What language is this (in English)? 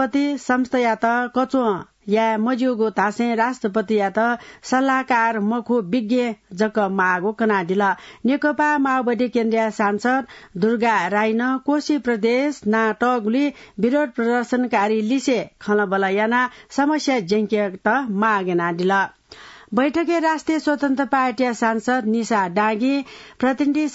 Newari